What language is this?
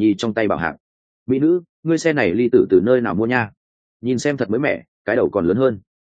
Vietnamese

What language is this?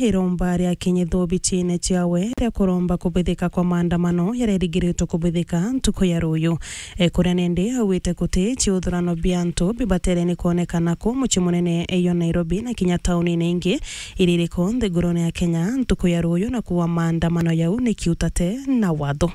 Meru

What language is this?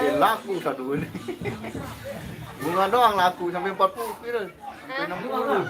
Sasak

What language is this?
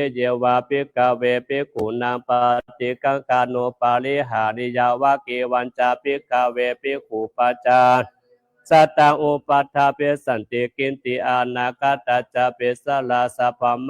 Pali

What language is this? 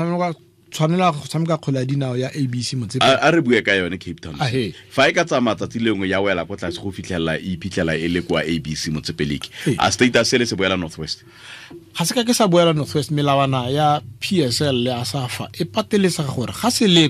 Tswana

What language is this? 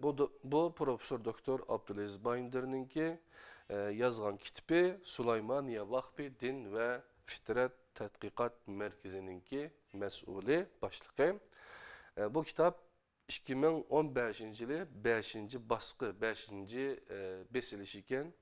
Uyghur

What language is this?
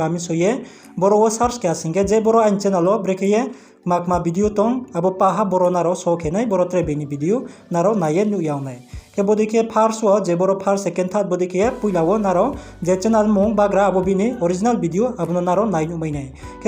Riang (India)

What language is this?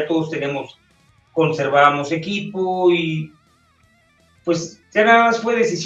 Spanish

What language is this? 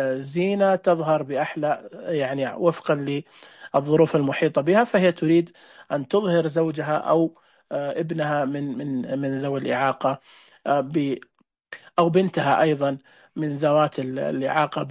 Najdi Arabic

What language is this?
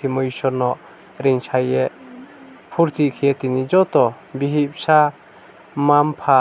Riang (India)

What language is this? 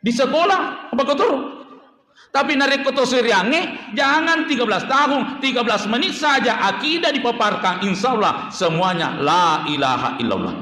Buginese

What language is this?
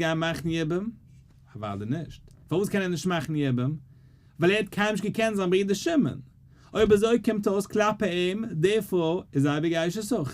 Yiddish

